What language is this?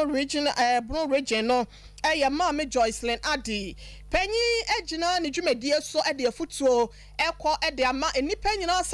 Akan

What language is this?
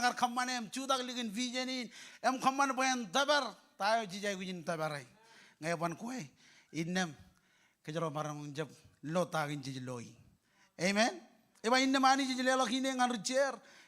Marshallese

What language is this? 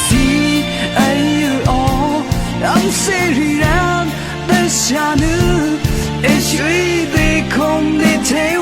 Rawang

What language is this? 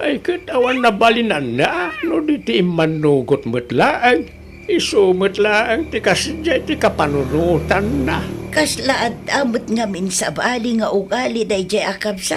Iloko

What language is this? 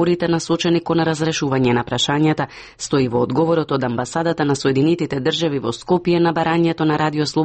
Macedonian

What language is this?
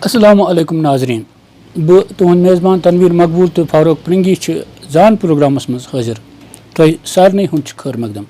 Kashmiri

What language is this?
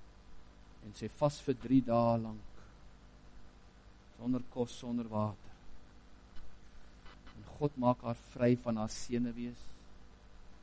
Afrikaans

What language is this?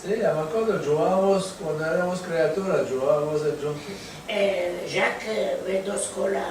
Ladino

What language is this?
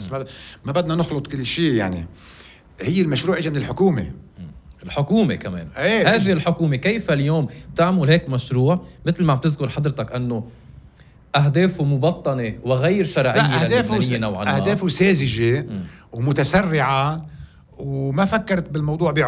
North Levantine Arabic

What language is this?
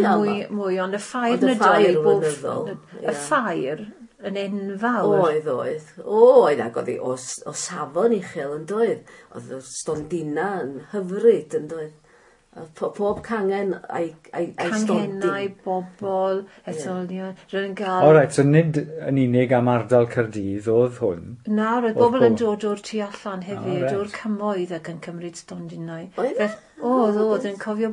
Welsh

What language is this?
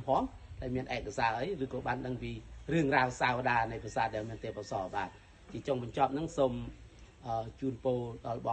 Khmer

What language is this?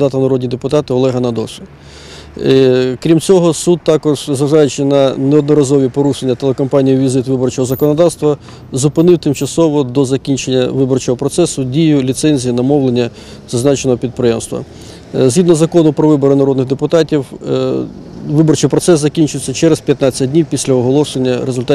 Ukrainian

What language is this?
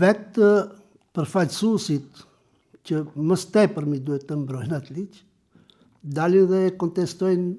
Albanian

